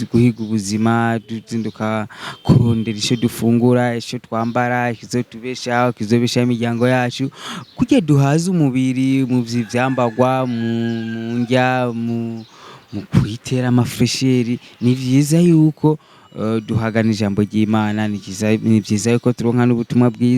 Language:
Rundi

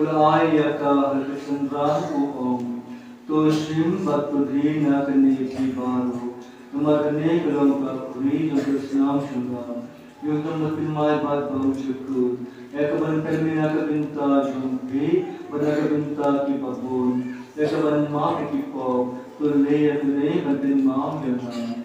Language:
Khasi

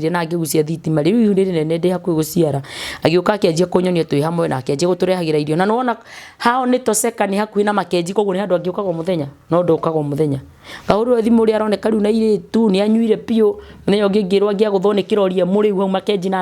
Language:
Kikuyu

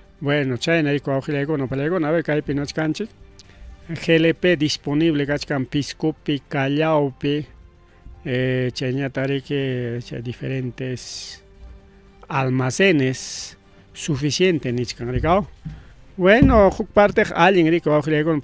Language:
Ayacucho Quechua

